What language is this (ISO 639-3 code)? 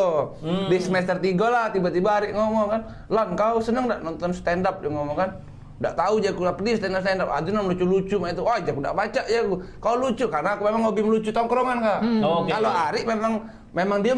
mui